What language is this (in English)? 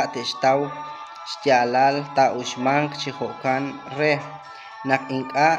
Kekchí